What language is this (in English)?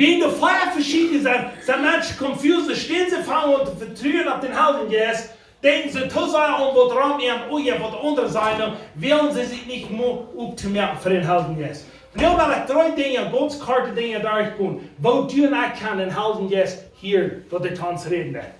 Plautdietsch